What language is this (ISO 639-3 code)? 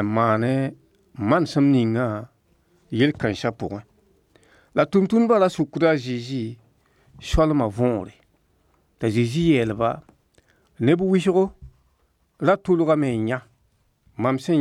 mos